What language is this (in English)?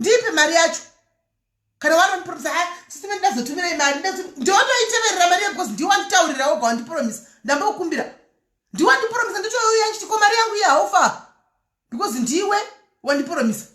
Shona